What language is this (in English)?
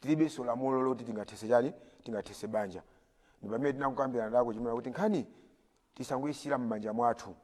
Nyanja